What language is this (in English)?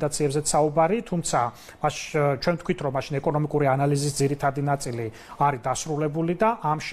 Georgian